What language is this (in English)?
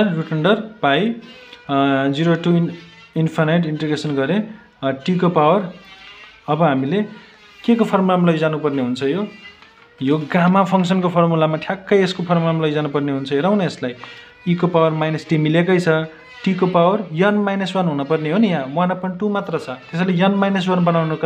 Nepali